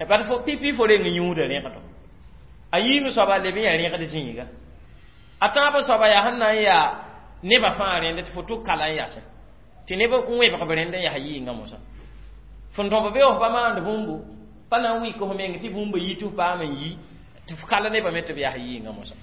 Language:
Mossi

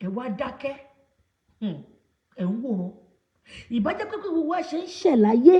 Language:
Yoruba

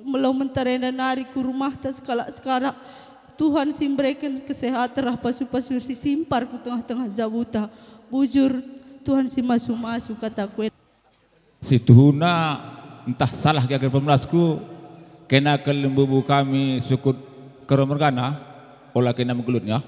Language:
Batak Karo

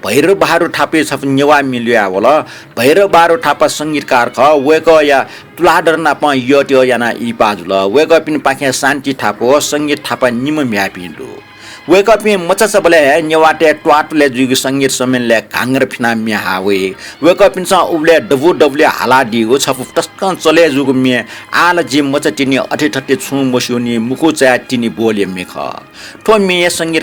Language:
Newari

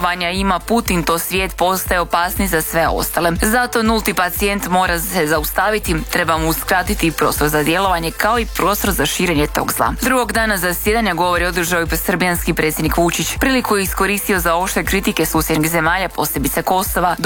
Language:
Croatian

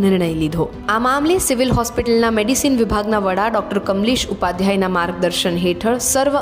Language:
Gujarati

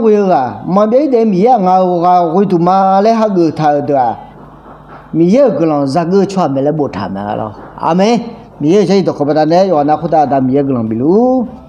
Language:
Akha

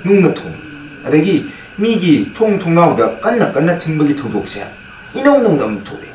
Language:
Manipuri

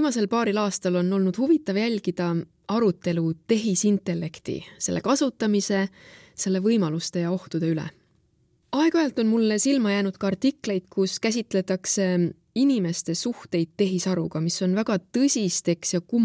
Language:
Estonian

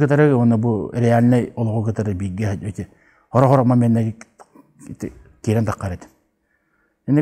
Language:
Yakut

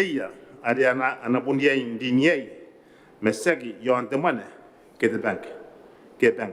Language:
Gilbertese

